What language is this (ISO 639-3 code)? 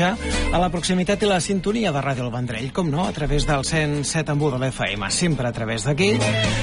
cat